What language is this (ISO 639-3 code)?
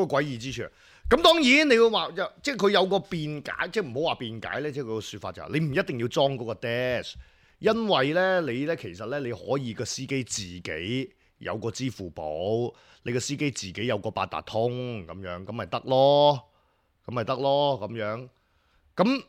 yue